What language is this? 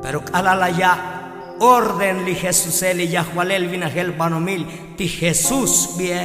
Tzotzil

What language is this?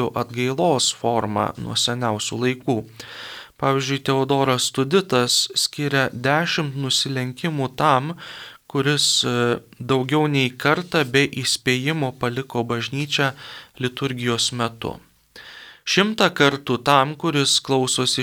Lithuanian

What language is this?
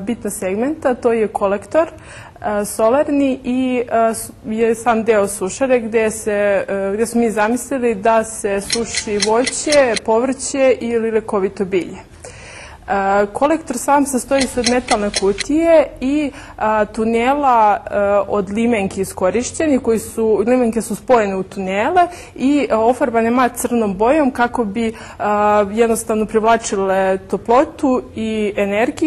Serbian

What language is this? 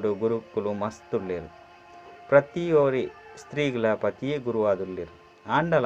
Tulu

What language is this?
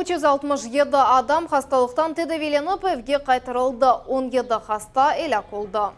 Crimean Tatar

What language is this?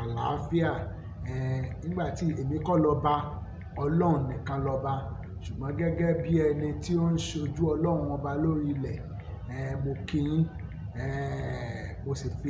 Yoruba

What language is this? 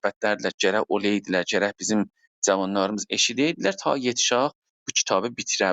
South Azerbaijani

